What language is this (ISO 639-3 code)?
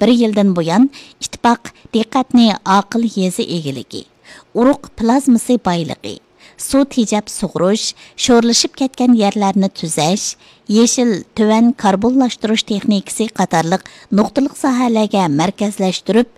uig